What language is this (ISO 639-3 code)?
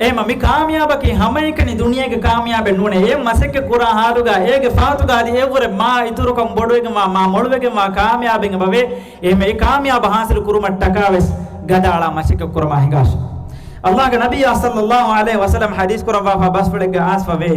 div